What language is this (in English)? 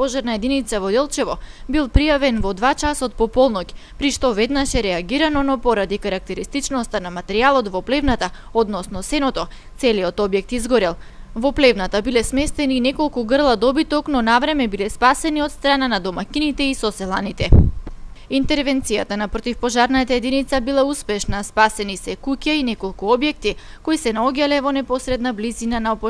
Macedonian